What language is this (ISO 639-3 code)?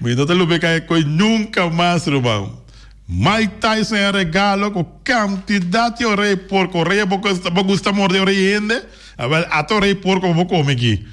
pap